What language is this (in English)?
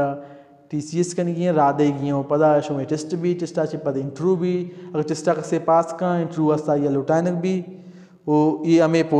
Baluchi